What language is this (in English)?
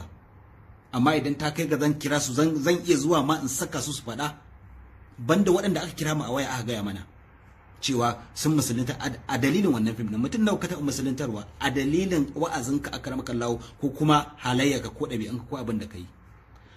Hausa